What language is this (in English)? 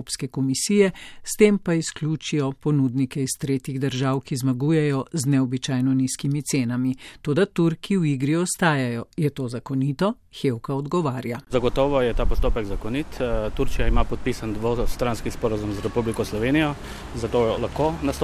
Slovenian